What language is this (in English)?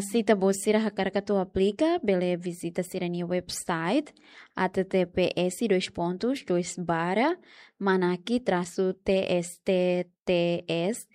Tetum